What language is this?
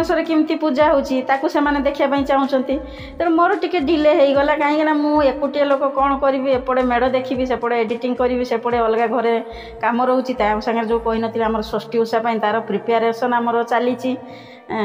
Odia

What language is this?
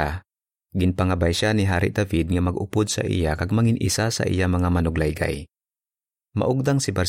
Hiligaynon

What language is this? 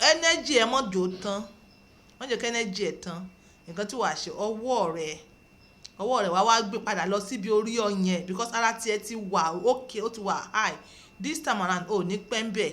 Yoruba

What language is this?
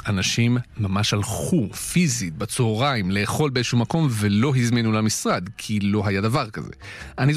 Hebrew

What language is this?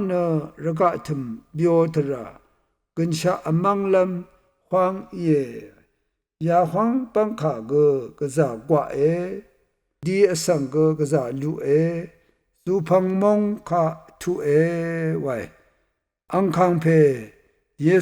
Rawang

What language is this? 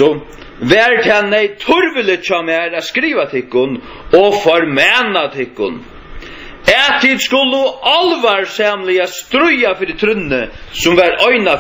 Faroese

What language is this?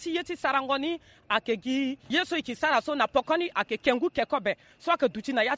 Sango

